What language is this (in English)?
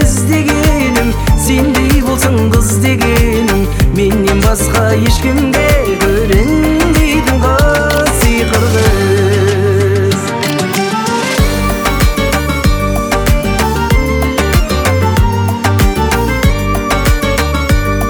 Kazakh